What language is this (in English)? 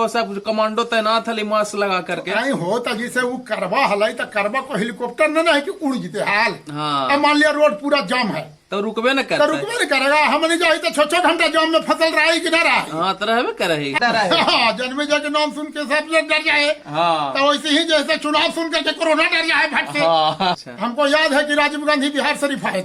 Magahi